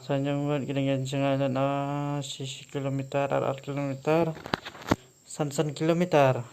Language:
Khasi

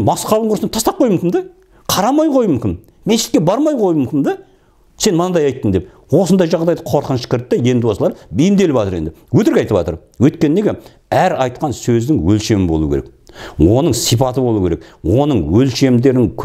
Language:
Kazakh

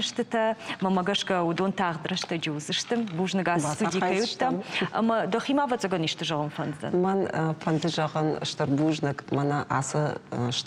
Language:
Ossetic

